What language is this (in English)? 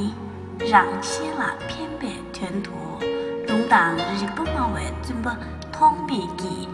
Tibetan